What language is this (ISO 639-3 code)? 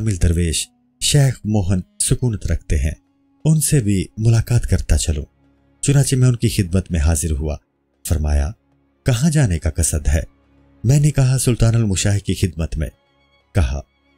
urd